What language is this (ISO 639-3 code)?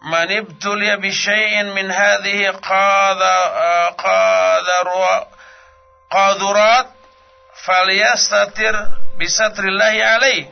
sun